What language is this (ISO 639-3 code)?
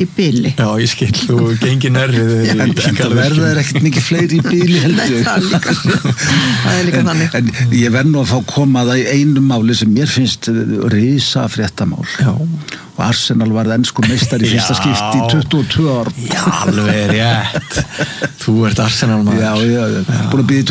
isl